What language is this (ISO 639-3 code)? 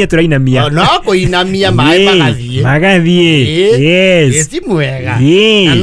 kik